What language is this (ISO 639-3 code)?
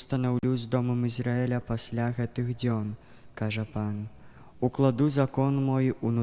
bel